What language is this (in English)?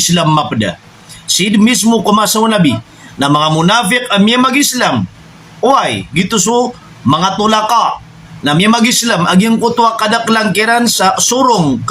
Maranao